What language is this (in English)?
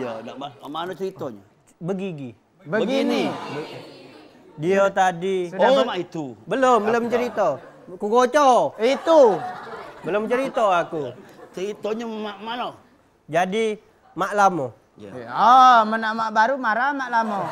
Musi